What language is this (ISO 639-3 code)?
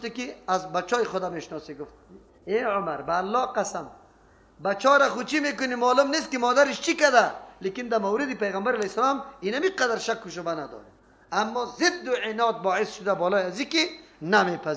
fas